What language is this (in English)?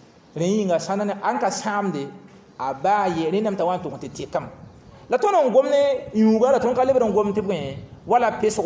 Mossi